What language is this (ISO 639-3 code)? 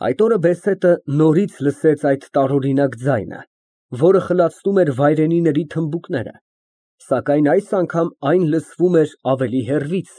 hye